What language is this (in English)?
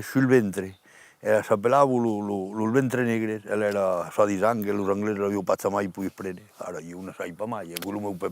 Occitan